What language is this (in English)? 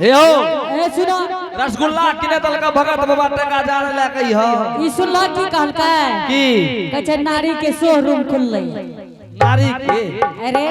Angika